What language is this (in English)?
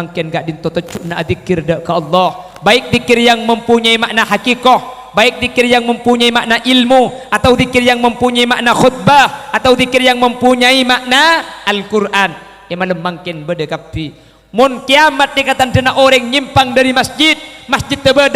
Madurese